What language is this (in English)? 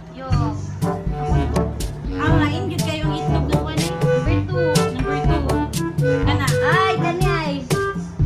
Cebuano